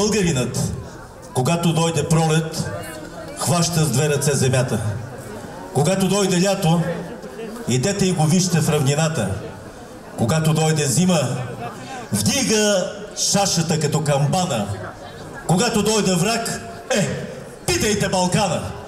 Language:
Bulgarian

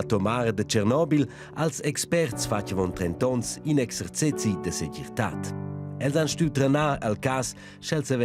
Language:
Romansh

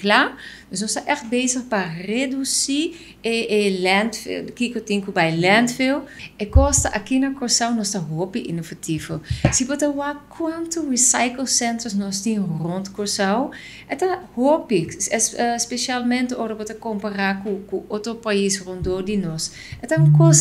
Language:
Papiamento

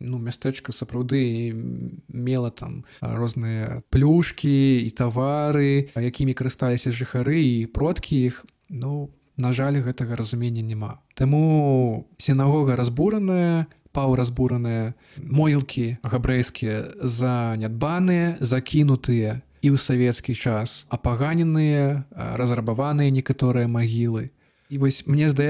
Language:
Belarusian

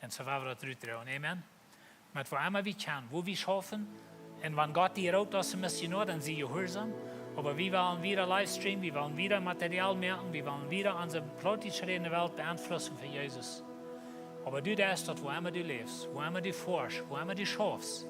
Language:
Plautdietsch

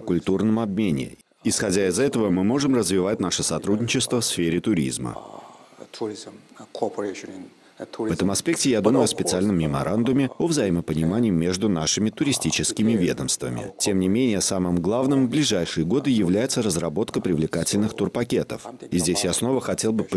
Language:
Russian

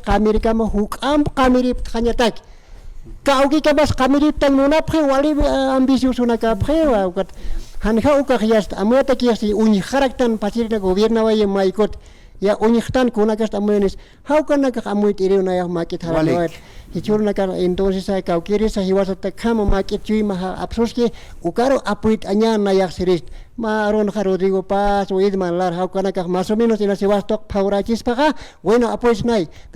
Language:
Aymara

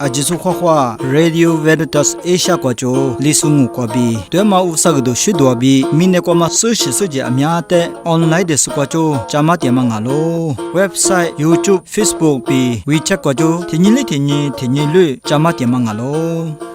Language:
Lisu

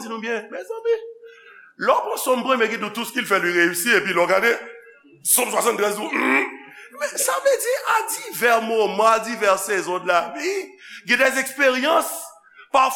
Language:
Haitian Creole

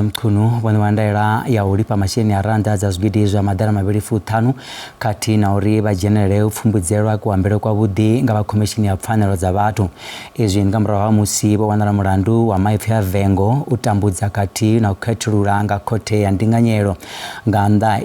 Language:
Venda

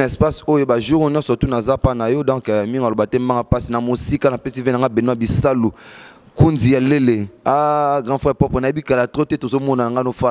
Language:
Lingala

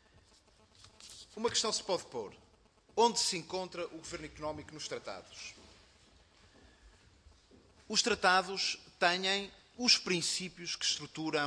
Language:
Portuguese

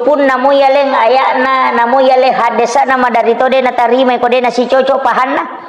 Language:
Buginese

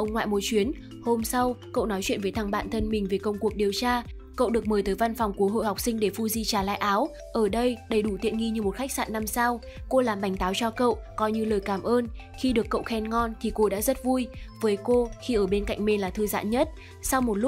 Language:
Vietnamese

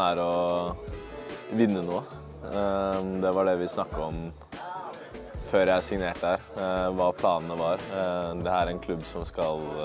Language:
Norwegian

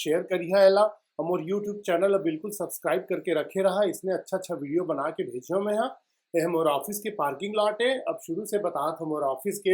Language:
Chhattisgarhi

